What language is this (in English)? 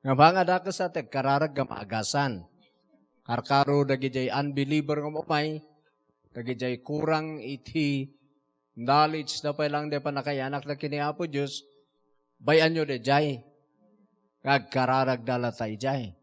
Iloko